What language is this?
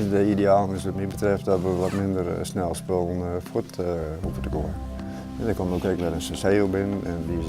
Western Frisian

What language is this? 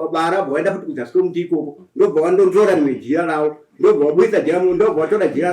Shona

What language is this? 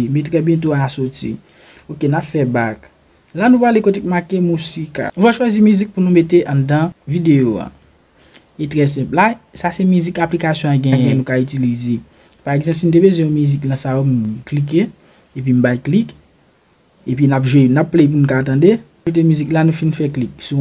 Haitian Creole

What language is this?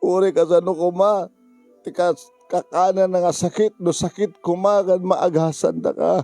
Iloko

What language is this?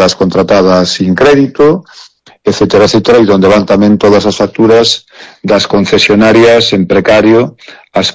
Galician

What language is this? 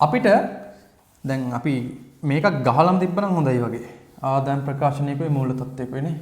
Sinhala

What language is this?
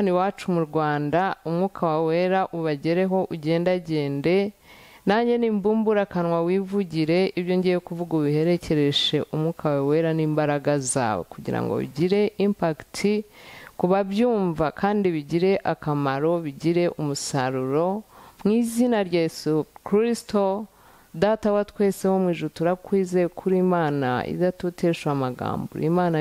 Kinyarwanda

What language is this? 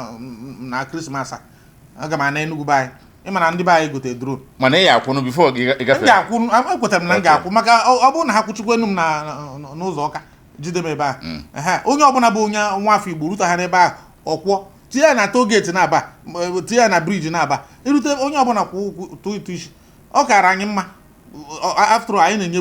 Igbo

